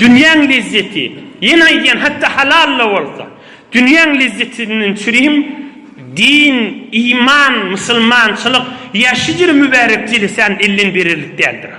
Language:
Turkmen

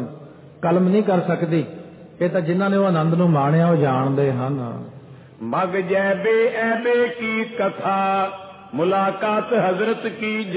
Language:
Punjabi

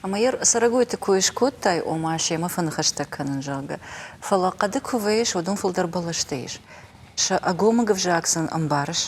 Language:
Ossetic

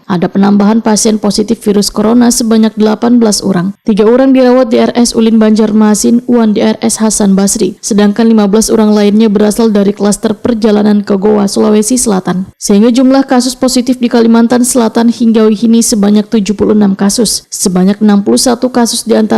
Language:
Banjar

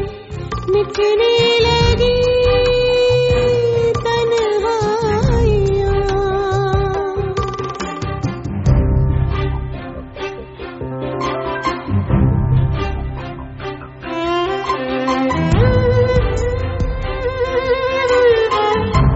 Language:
Hindi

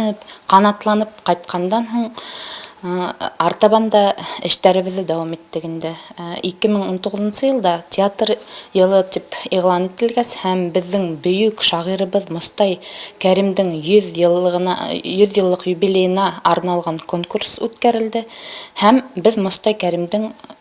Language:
Bashkir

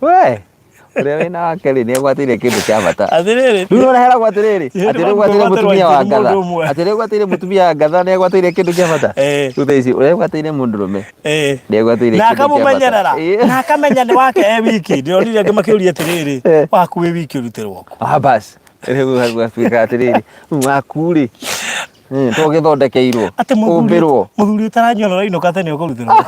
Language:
Kikuyu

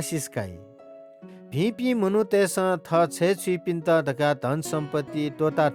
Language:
Newari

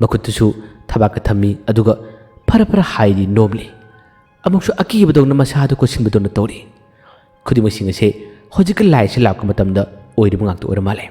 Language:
Manipuri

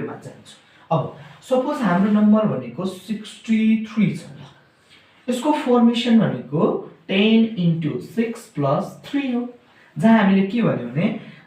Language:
Nepali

